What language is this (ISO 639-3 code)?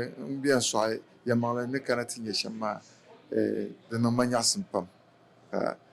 dag